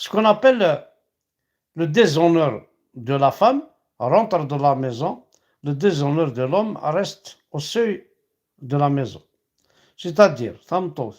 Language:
Kabyle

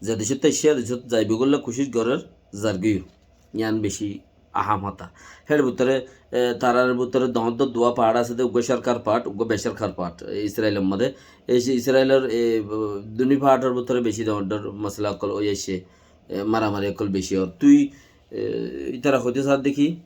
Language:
Rohingya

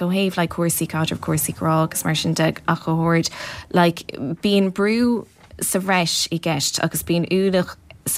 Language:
Irish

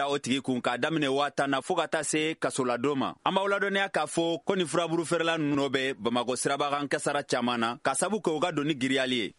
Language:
Bambara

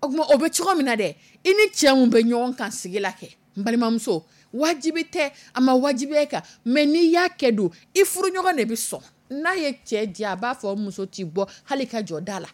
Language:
Dyula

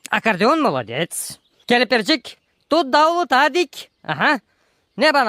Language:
Gagauz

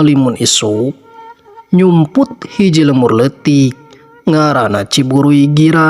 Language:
Sundanese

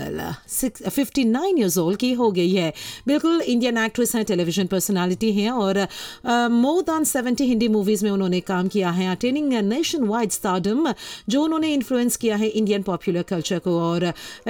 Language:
Hindi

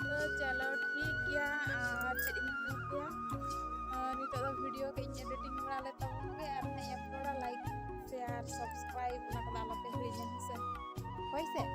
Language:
Santali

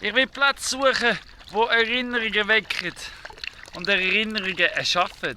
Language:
Swiss German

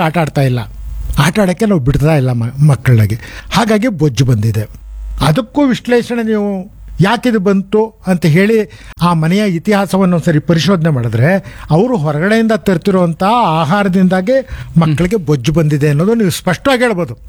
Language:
Kannada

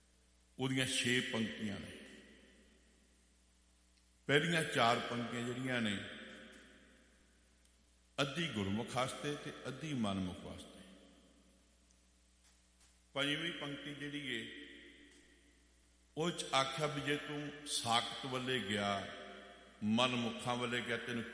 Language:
Punjabi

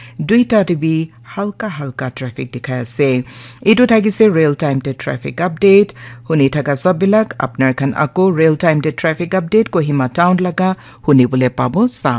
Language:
Naga Pidgin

